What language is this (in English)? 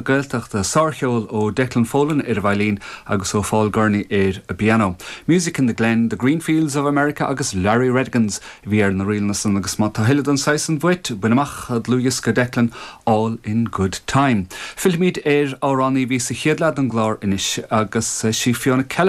Irish